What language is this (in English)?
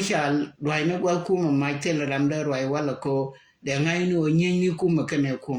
Nuer